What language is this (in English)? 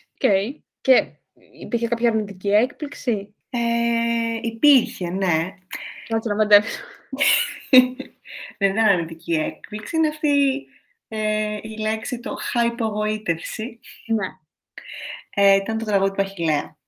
Greek